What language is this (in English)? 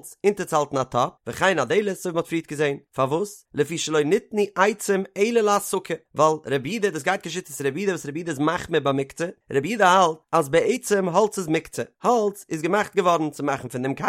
Yiddish